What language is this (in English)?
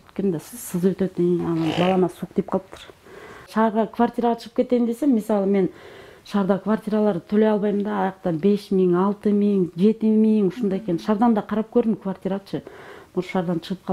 Kyrgyz